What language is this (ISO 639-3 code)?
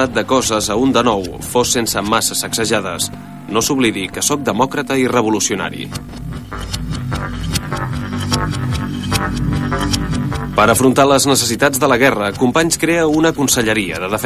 cat